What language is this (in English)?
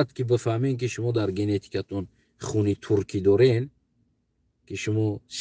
Tajik